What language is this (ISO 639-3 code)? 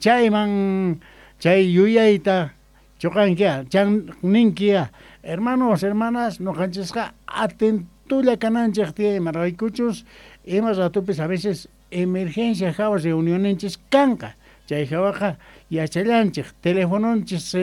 que